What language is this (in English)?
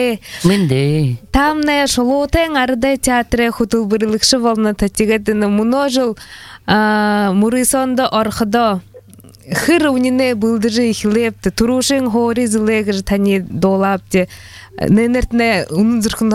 Buriat